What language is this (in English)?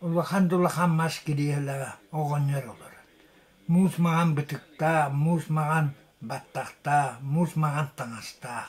Yakut